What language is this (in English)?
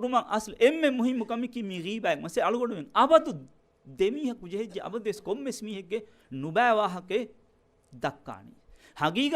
Divehi